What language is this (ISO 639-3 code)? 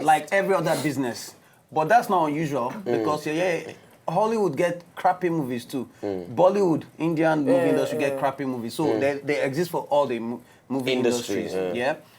pcm